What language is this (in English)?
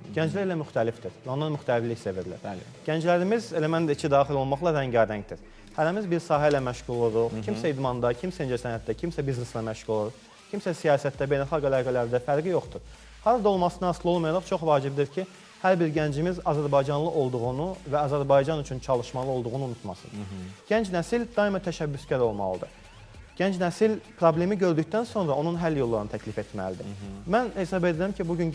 Azerbaijani